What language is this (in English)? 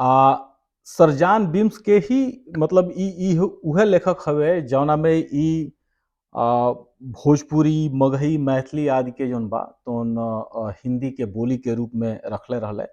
Bhojpuri